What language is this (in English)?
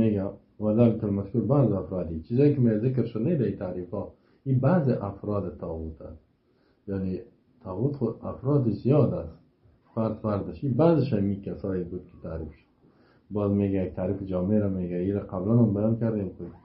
Persian